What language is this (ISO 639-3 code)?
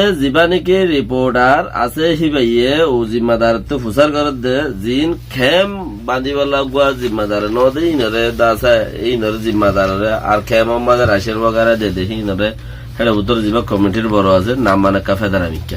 rhg